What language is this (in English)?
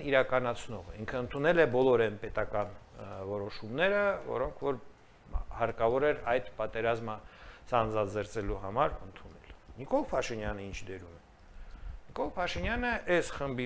Armenian